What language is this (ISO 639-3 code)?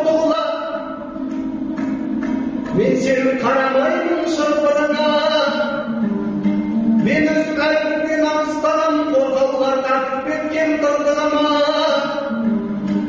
kaz